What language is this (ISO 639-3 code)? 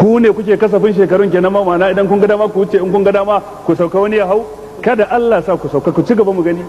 hau